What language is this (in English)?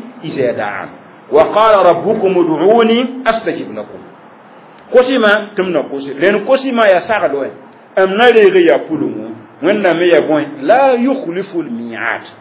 Mossi